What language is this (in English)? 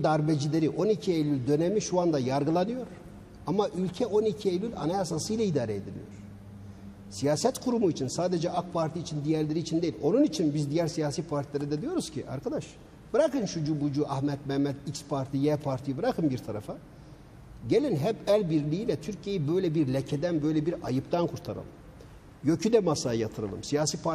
Turkish